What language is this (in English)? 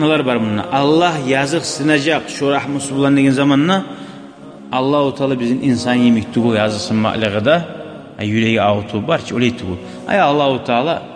Kumyk